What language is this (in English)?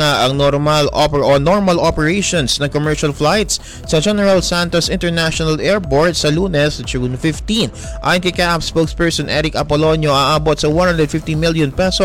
Filipino